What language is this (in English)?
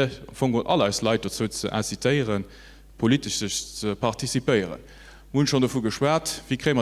Luxembourgish